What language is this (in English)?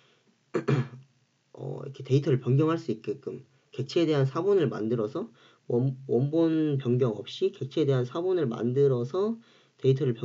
Korean